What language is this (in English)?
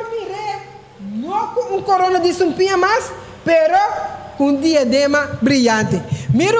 Papiamento